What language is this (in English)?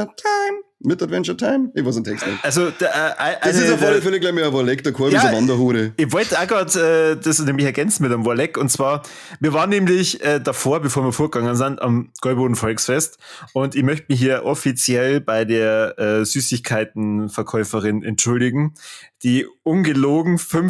Bavarian